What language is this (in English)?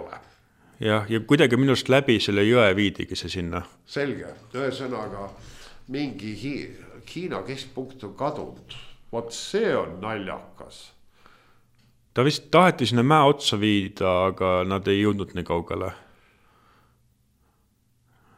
Estonian